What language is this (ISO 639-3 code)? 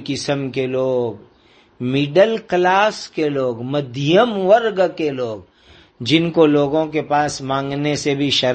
urd